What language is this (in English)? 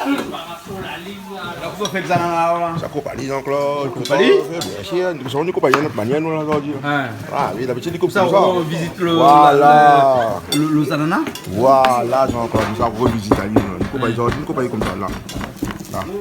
Réunion Creole French